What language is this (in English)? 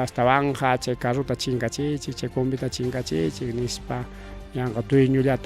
Ayacucho Quechua